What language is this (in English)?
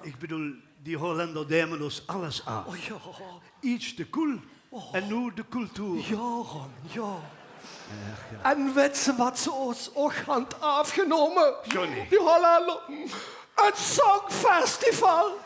Limburgish